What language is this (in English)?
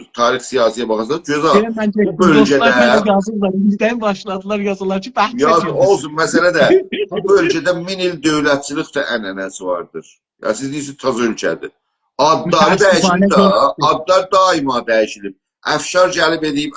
South Azerbaijani